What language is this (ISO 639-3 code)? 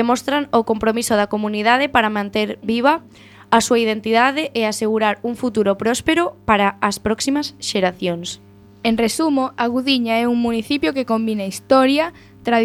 glg